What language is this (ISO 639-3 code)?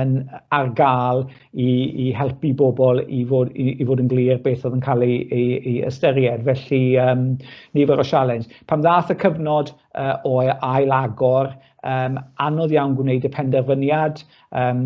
cym